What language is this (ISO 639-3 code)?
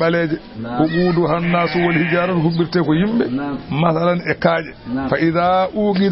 ful